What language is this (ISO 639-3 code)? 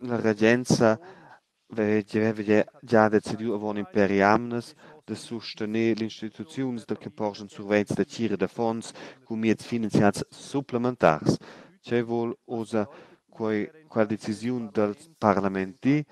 roh